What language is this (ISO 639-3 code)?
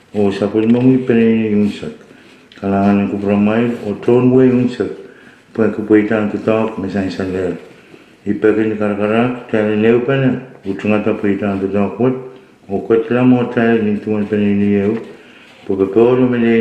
pon